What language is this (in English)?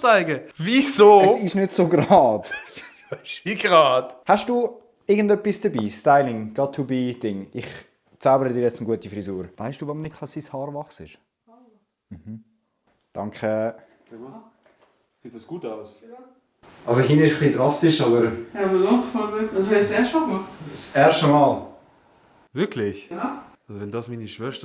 Swiss German